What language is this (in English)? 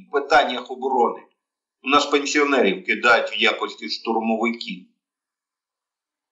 Ukrainian